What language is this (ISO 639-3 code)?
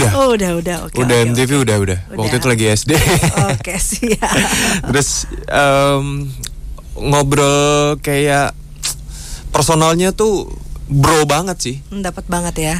ind